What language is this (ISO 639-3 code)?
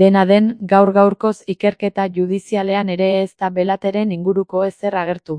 eus